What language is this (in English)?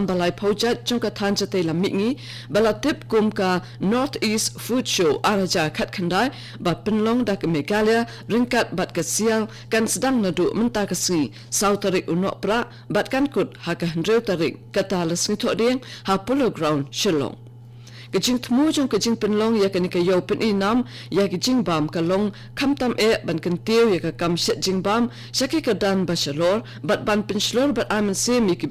Khasi